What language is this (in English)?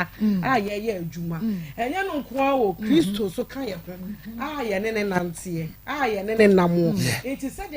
Akan